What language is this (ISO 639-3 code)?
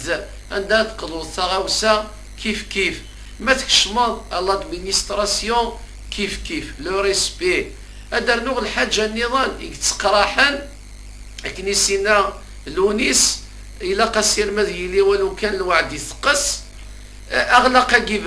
kab